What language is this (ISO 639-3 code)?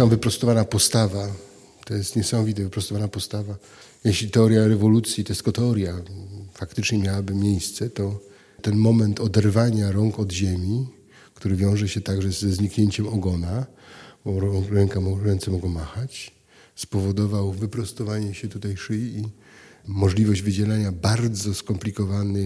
pol